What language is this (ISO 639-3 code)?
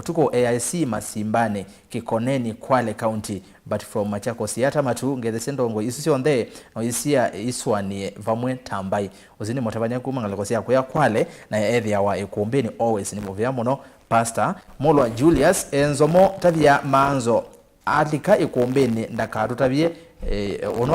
kam